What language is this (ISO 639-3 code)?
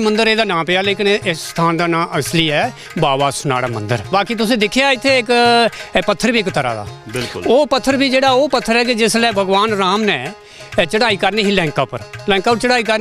doi